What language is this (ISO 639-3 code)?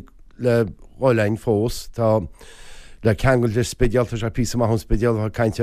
gle